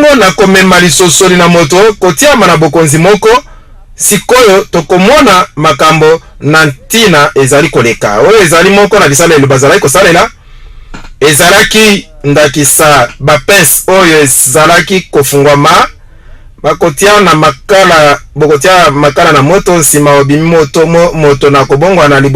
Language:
Lingala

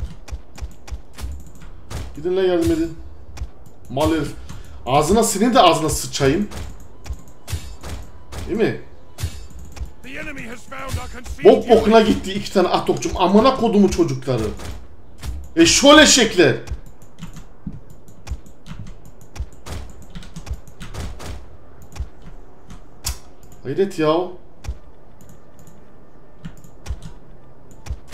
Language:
Turkish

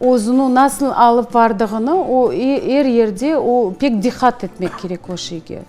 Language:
Crimean Tatar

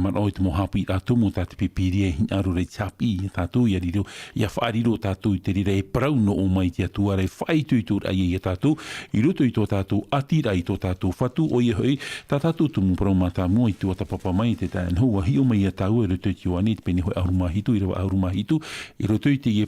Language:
Tahitian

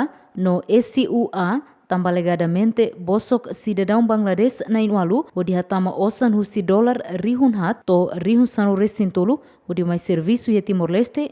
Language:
Tetum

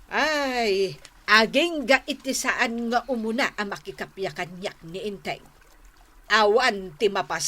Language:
Iloko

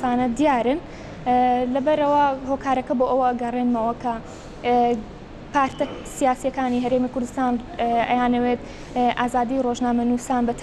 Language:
Central Kurdish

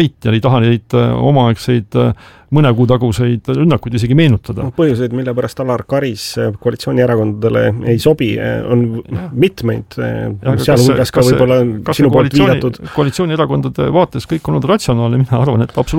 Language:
Estonian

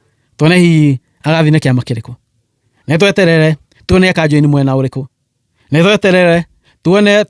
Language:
Kikuyu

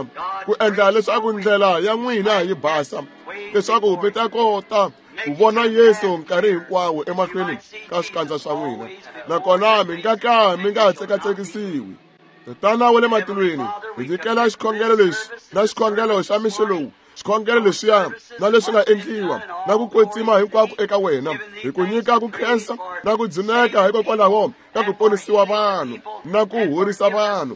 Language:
Tsonga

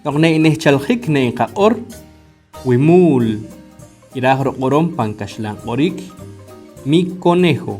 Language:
Poqomchi'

